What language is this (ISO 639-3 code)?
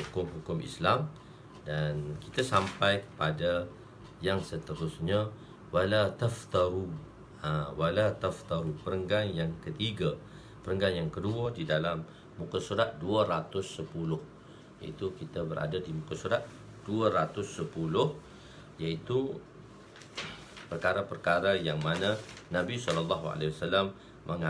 msa